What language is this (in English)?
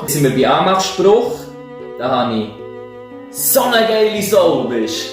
Swiss German